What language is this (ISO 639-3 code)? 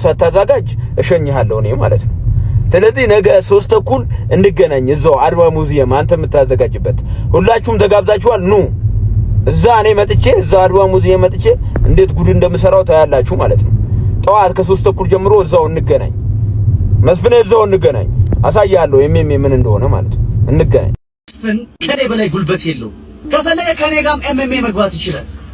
amh